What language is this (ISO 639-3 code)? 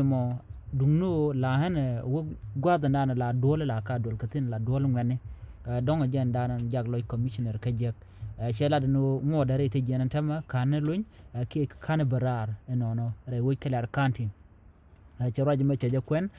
nus